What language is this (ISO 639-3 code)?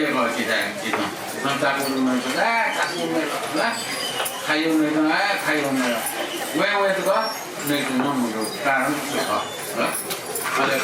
new